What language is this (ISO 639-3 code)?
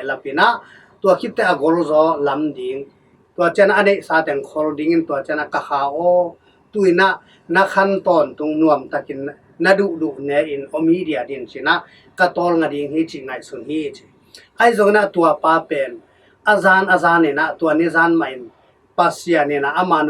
ctd